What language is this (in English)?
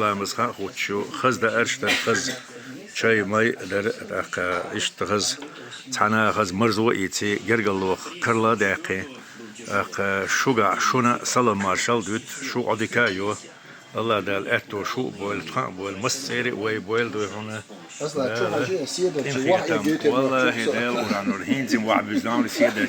Chechen